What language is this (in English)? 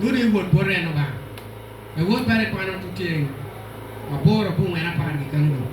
Acoli